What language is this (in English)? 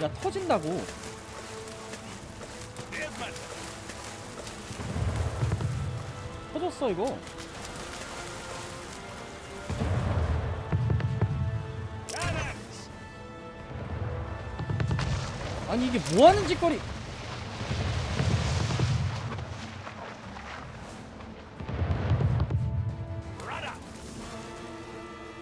Korean